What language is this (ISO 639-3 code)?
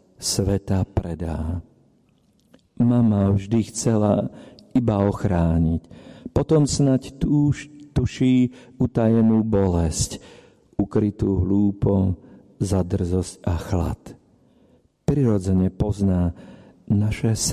slk